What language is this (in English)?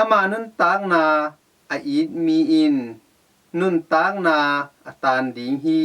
Tedim Chin